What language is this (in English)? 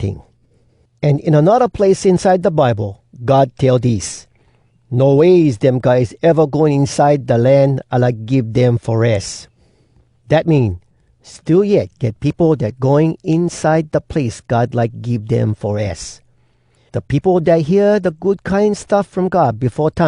Hawai'i Creole English